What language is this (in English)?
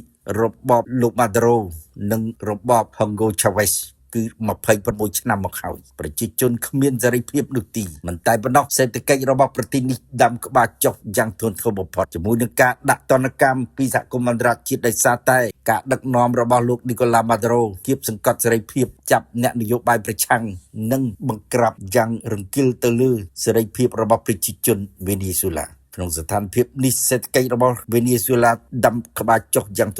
Khmer